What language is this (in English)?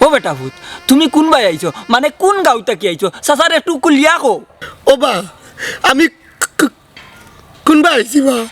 Sylheti